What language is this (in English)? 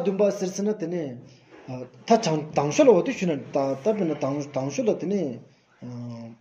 Stod Bhoti